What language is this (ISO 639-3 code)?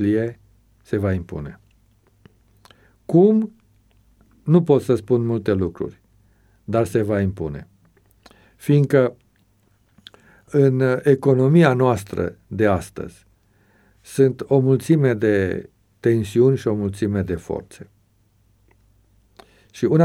ron